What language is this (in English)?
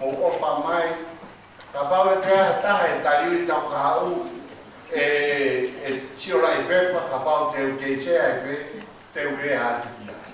Tongan